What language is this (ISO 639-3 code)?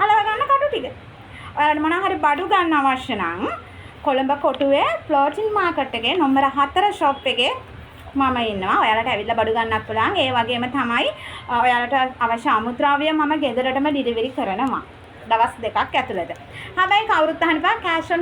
sin